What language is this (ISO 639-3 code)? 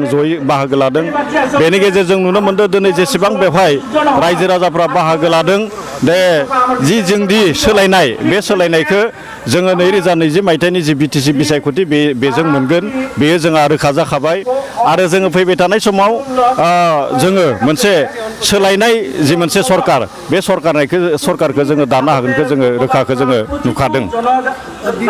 brx